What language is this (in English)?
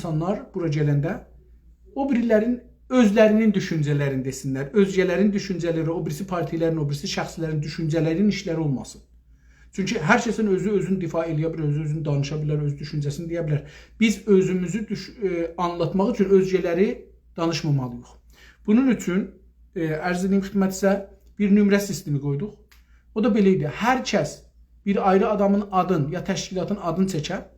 South Azerbaijani